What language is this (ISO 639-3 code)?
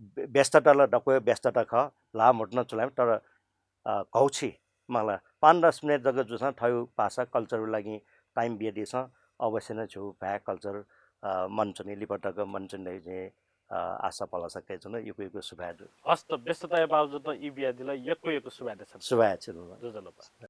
new